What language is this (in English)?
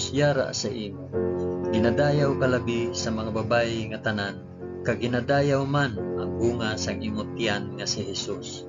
Hiligaynon